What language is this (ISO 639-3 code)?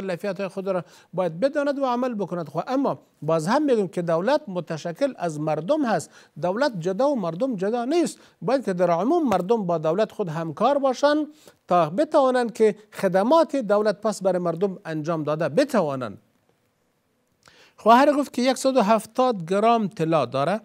fas